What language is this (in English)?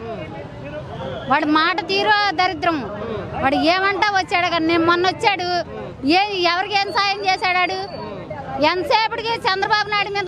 Telugu